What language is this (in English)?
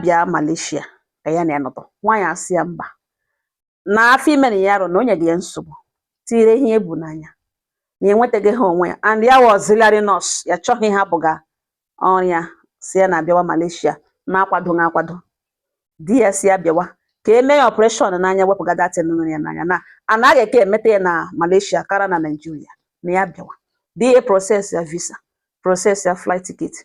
Igbo